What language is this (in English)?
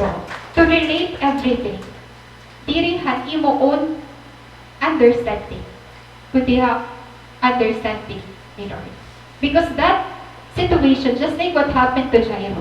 Waray